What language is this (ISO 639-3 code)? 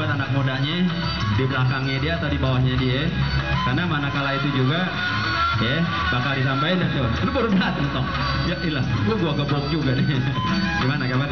bew